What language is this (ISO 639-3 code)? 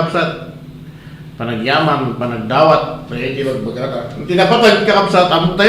ilo